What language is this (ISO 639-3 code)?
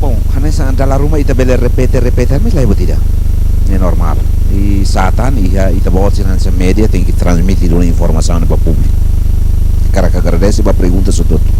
tet